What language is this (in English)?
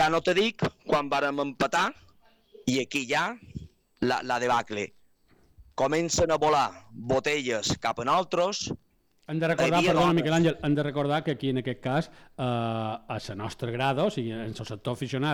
Catalan